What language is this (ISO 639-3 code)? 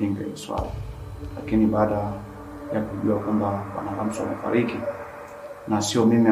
swa